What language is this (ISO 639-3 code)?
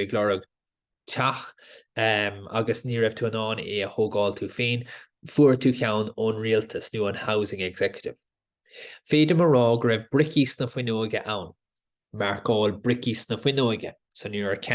gle